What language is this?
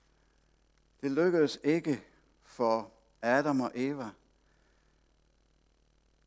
Danish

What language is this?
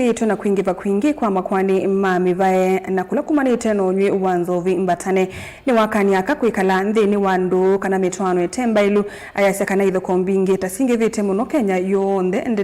Kamba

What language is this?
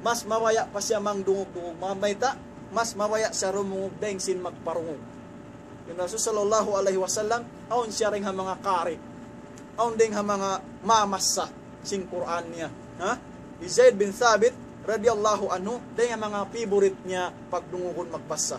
Tausug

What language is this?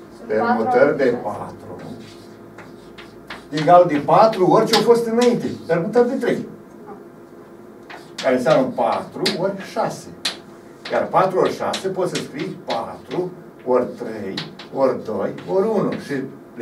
Romanian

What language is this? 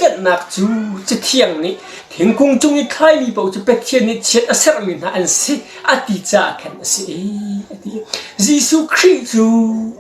Hakha Chin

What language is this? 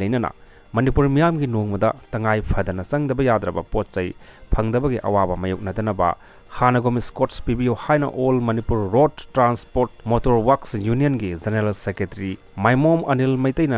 Manipuri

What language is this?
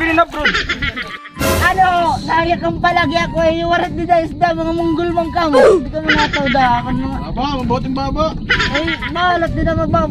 Waray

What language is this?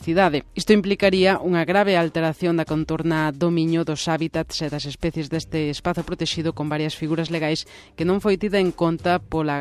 Galician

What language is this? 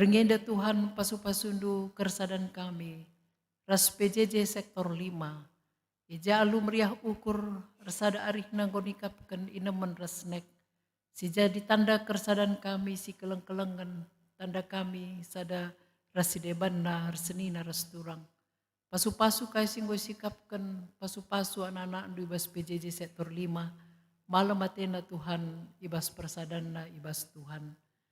Batak Karo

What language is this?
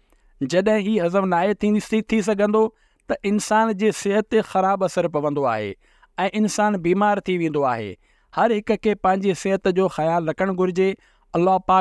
Sindhi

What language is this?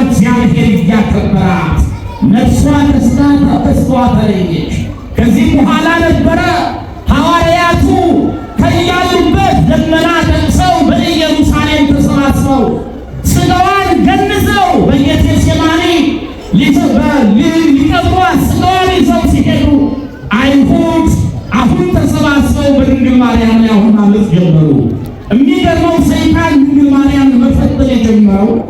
Amharic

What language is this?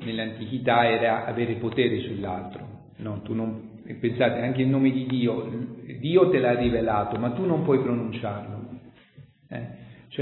Italian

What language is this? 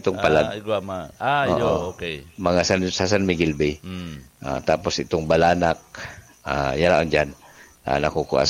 Bikol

